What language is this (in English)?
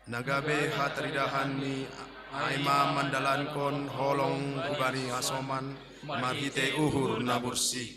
Batak Simalungun